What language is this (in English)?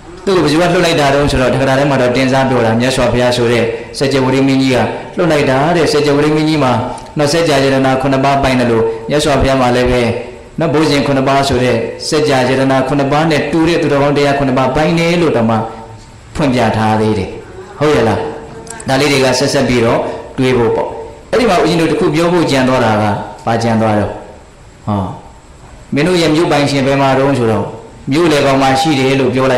Burmese